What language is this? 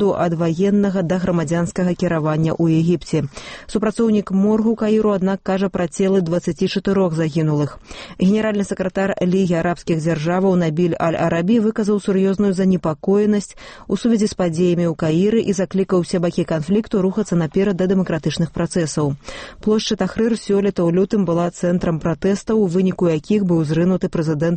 Belarusian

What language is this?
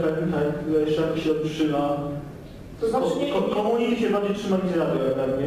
Polish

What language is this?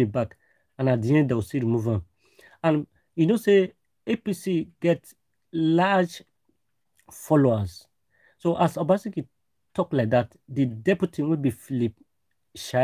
Nigerian Pidgin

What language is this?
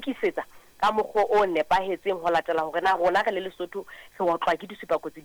Southern Sotho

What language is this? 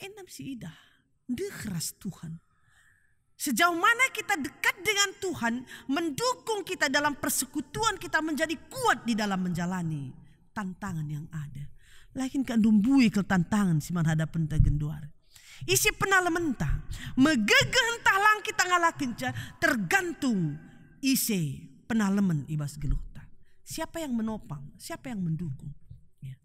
Batak Karo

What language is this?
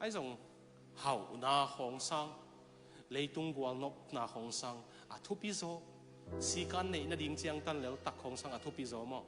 Tedim Chin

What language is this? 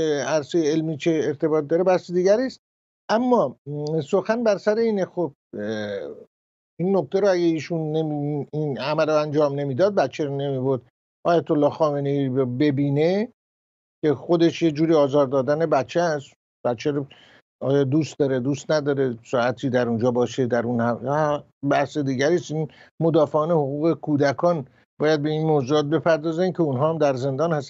Persian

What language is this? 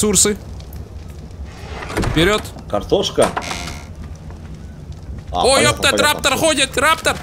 Russian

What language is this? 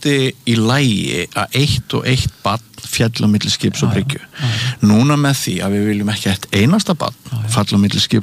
Icelandic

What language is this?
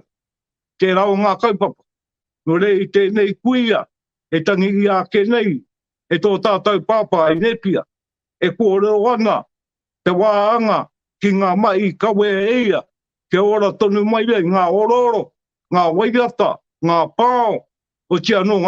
Māori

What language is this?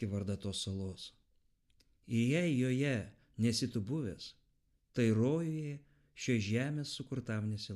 Lithuanian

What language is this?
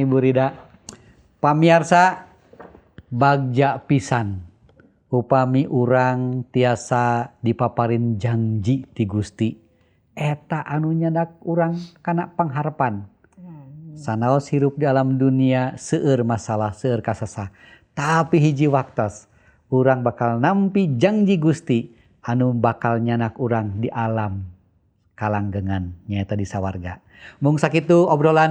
Sundanese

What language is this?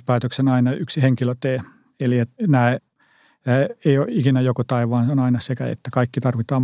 Finnish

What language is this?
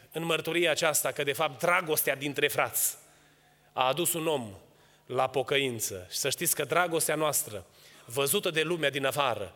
Romanian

